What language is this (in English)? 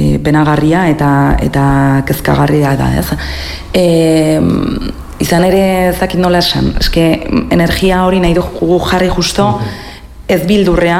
Basque